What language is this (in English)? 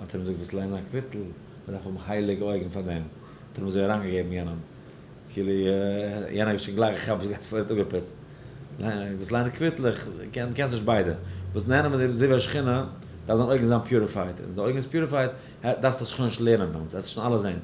Yiddish